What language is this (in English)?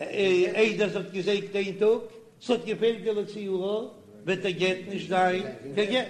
Yiddish